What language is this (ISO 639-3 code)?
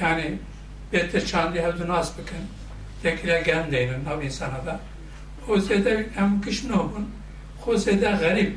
kur